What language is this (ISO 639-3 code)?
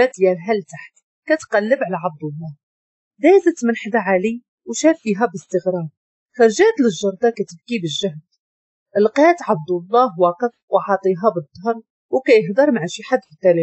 ary